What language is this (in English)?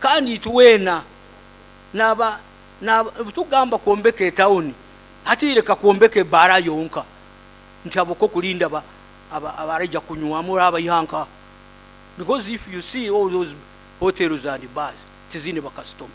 Nyoro